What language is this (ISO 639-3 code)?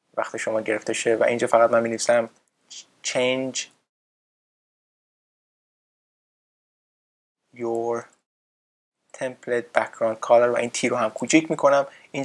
fas